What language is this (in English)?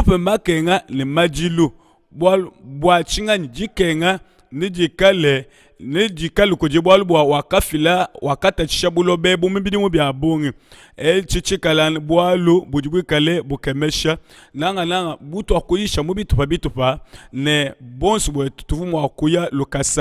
Luba-Lulua